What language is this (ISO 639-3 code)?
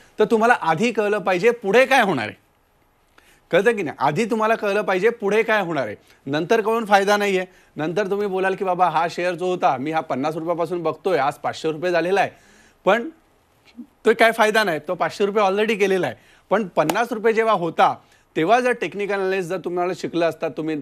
mar